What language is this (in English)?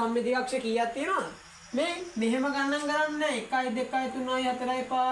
Sinhala